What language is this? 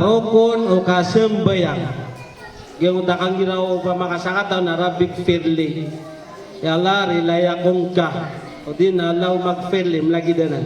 Maranao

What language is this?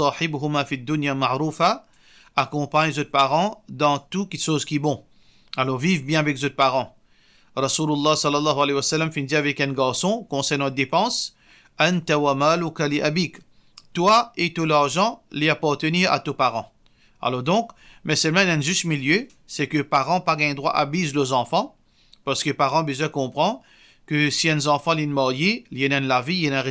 Morisyen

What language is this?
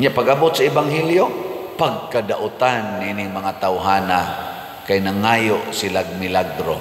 Cebuano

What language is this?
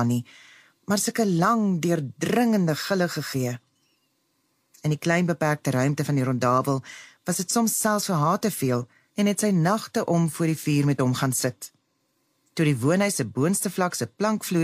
Afrikaans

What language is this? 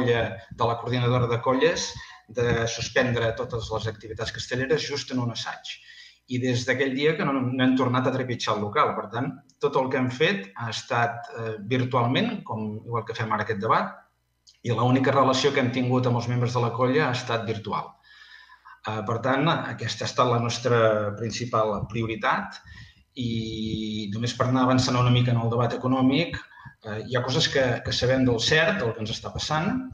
Catalan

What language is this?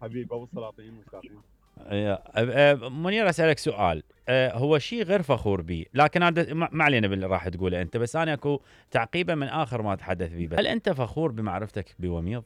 Mesopotamian Arabic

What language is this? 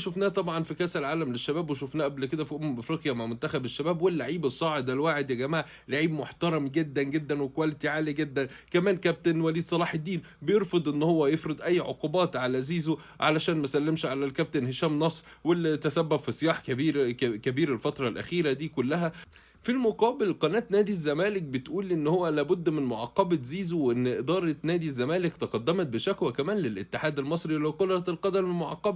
Egyptian Arabic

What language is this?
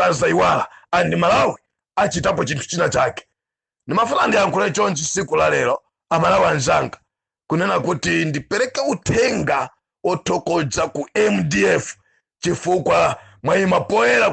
Nyanja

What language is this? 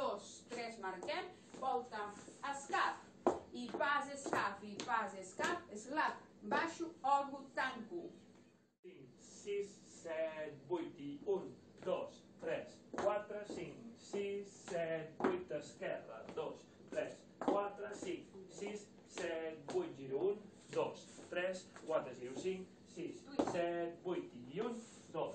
Catalan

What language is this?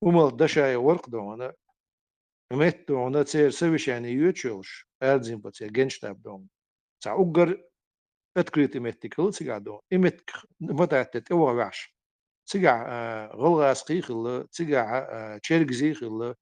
Chechen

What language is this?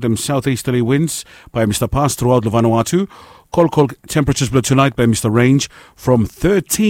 Bislama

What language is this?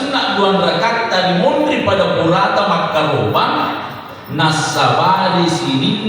Buginese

